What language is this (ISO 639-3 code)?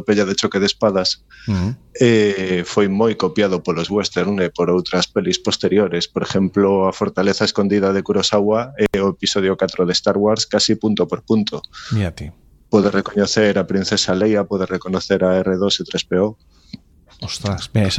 glg